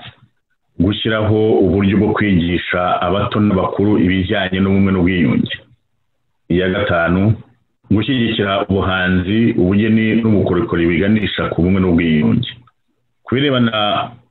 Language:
Kinyarwanda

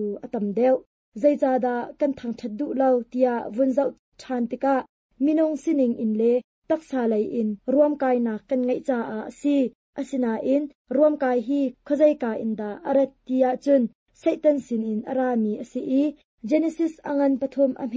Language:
Hakha Chin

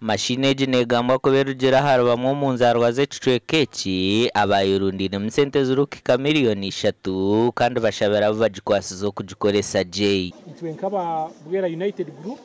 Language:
Nyankole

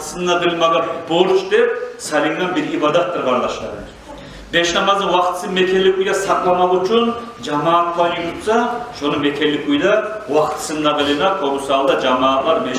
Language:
Kumyk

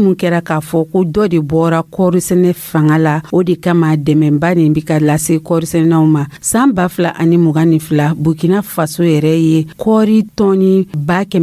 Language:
Dyula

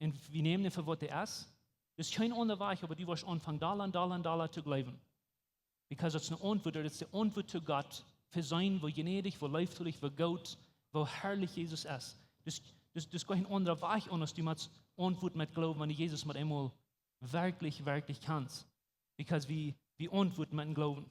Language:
Plautdietsch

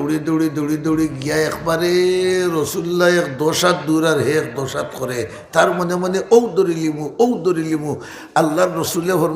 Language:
Sylheti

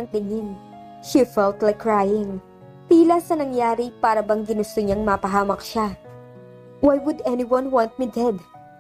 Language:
Filipino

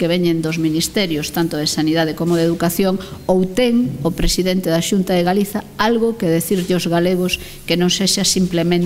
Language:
Galician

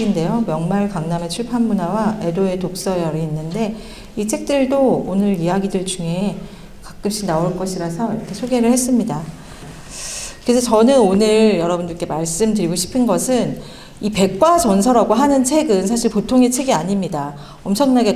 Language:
Korean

